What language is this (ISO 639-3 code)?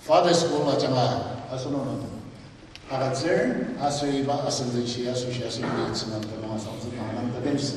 njo